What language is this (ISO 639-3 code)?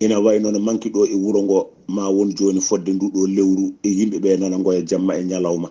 ful